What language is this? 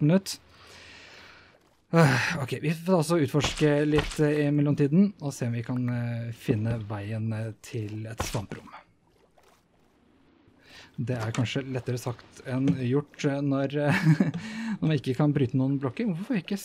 Norwegian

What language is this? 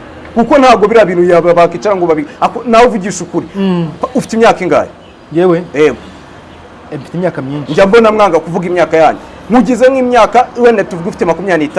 Kinyarwanda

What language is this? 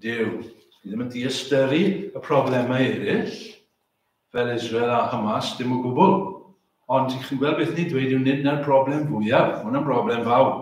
Welsh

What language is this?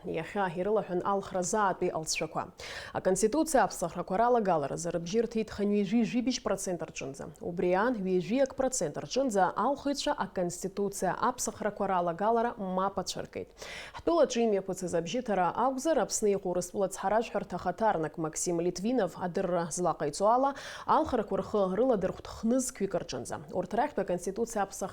Abkhazian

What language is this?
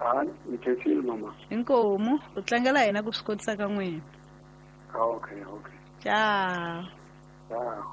Tsonga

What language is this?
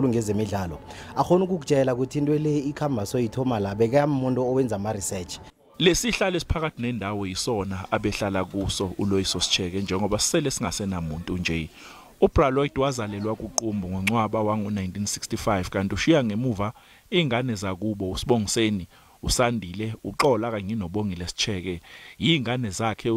Zulu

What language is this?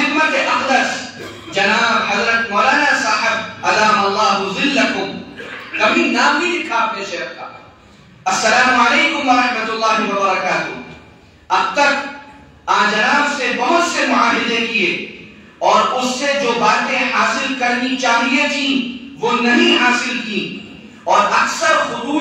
Urdu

